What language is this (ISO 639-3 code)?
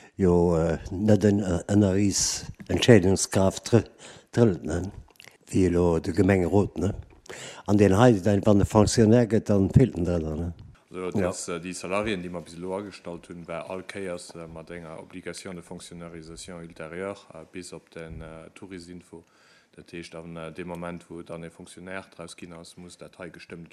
ltz